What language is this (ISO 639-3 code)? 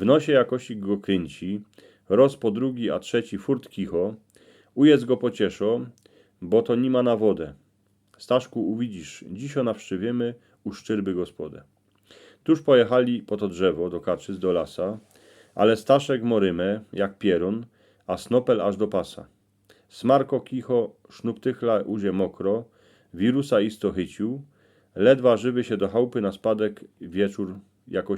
szl